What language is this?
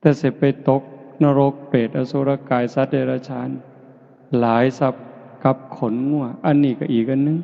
Northeastern Thai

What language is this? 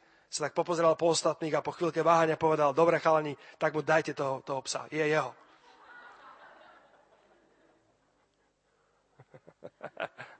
Slovak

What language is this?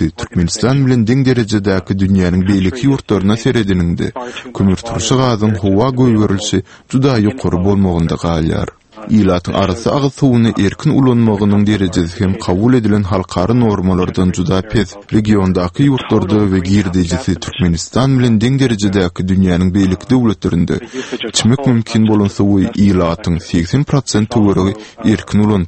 Turkmen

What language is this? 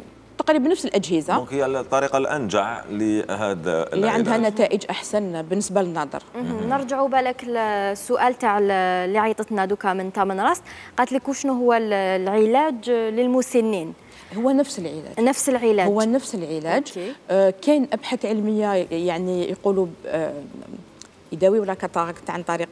Algerian Arabic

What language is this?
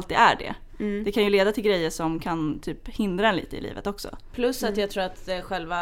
Swedish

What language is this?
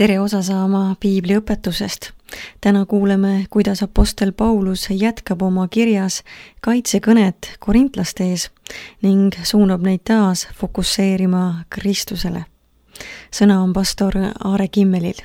Estonian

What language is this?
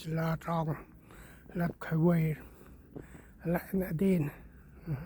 Central Mnong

